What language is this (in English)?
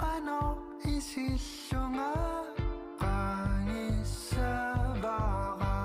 Kalaallisut